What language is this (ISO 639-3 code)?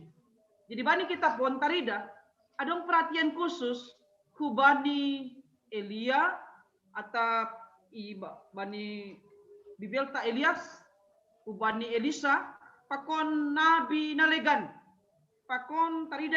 bts